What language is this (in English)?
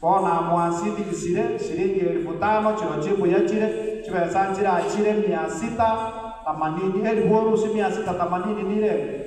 Gusii